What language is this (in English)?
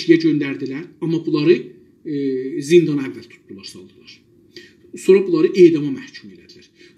South Azerbaijani